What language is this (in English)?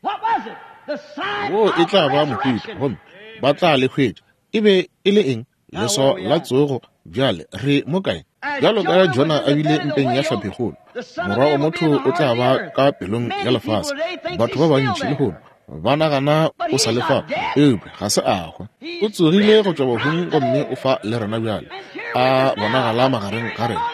Northern Sotho